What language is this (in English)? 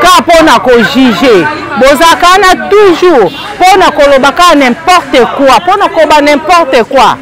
Lingala